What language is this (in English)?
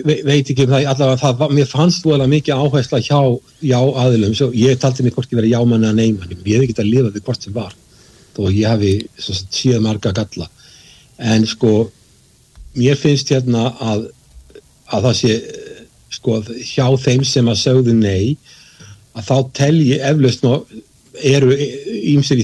Icelandic